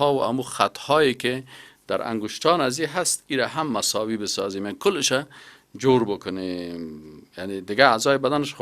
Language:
Persian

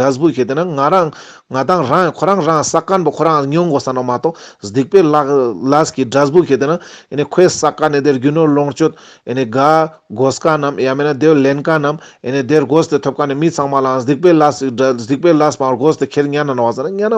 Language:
Ladakhi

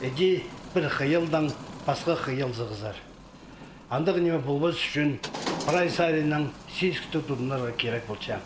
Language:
Khakas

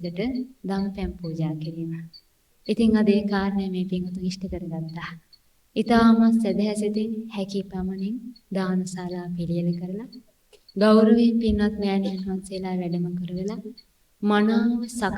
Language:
Sinhala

